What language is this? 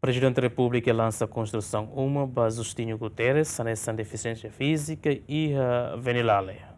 Tetum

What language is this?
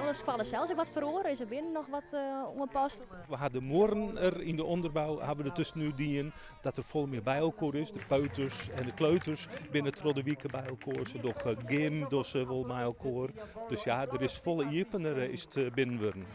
Western Frisian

